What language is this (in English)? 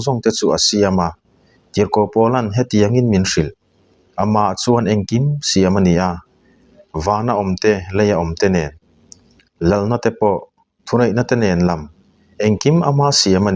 Mizo